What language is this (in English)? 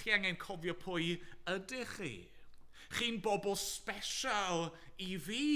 Welsh